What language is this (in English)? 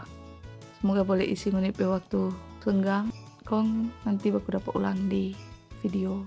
Manado Malay